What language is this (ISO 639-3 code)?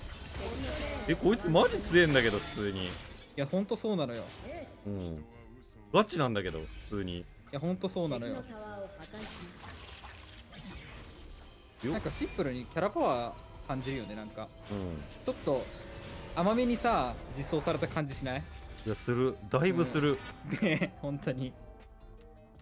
jpn